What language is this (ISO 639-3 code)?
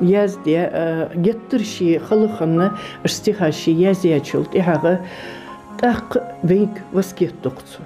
inh